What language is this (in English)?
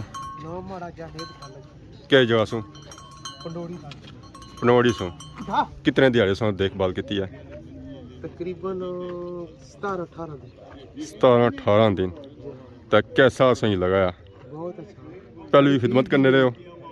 Pahari-Potwari